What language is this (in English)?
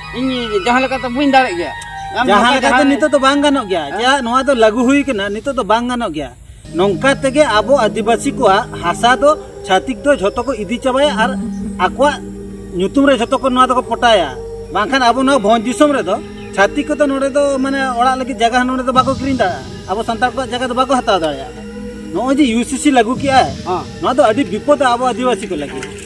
Santali